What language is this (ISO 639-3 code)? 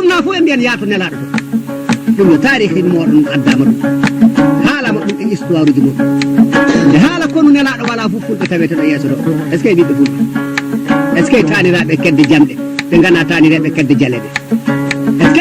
ful